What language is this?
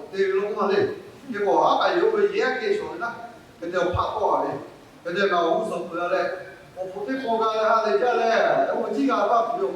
Lahu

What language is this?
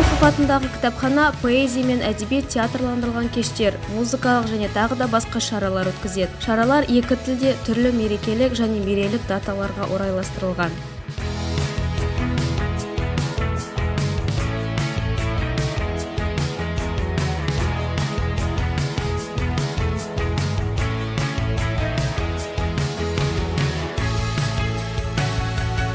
Kazakh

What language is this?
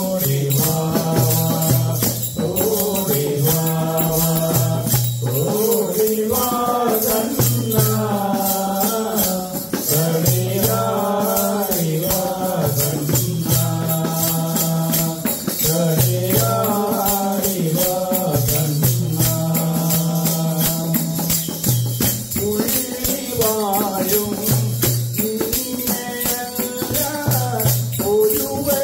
Malayalam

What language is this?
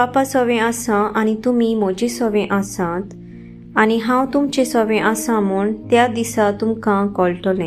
Konkani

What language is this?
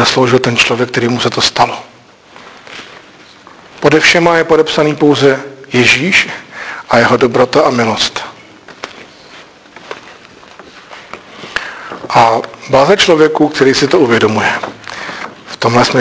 Czech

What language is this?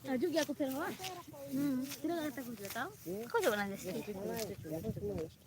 Santali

